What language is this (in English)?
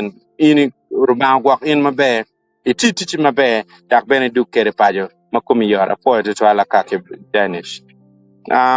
Acoli